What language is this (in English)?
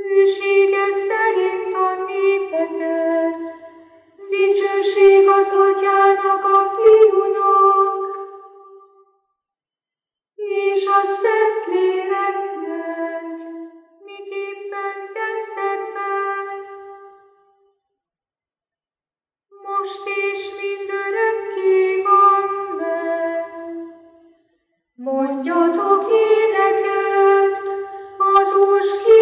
Hungarian